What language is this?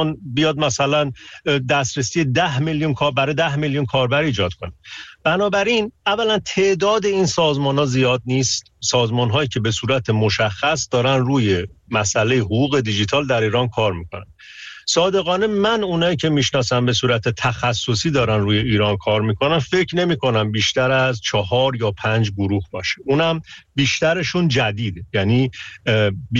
Persian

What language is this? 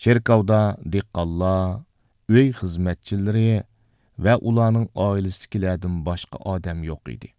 Uyghur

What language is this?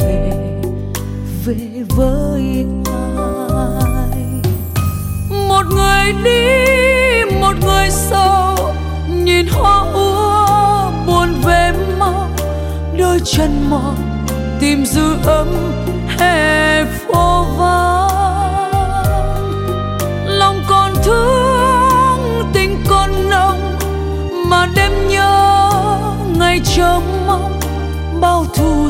Vietnamese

